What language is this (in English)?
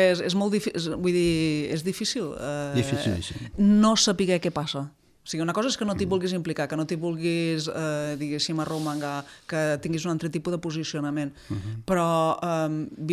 Catalan